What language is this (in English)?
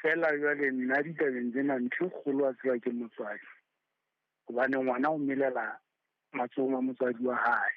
Southern Sotho